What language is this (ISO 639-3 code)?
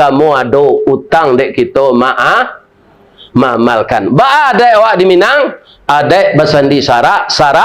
min